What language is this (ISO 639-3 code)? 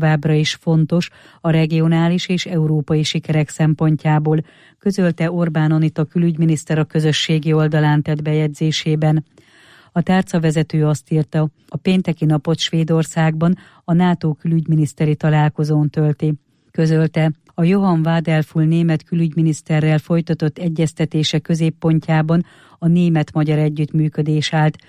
hun